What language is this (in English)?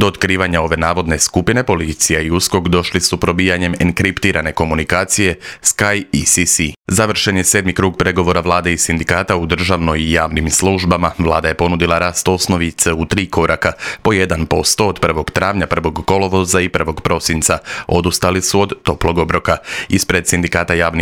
Croatian